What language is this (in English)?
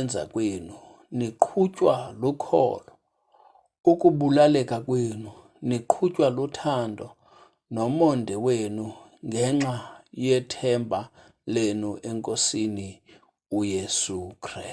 Xhosa